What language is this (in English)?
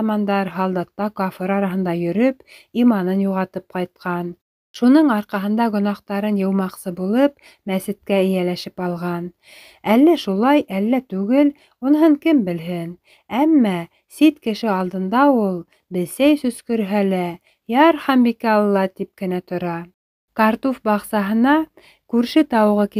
Bashkir